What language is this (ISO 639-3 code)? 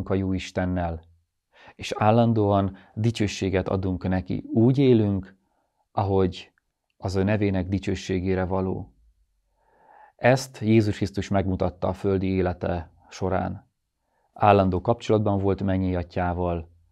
hun